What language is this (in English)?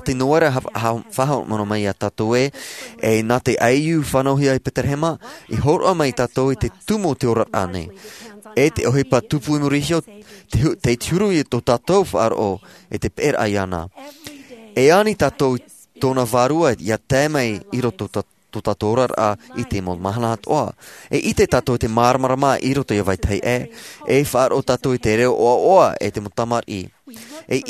Tahitian